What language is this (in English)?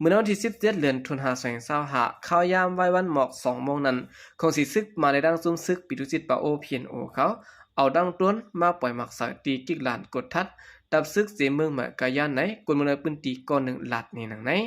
Shan